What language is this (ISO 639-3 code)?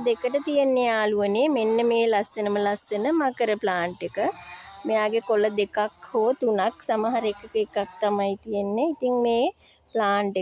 sin